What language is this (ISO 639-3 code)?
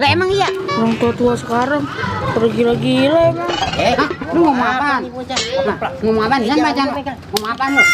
bew